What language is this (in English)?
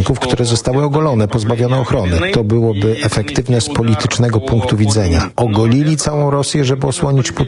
Polish